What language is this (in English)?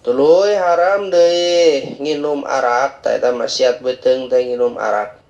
Sundanese